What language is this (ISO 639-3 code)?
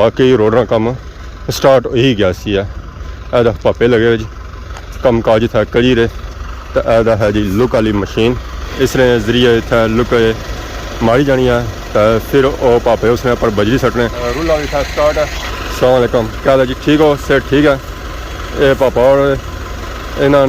phr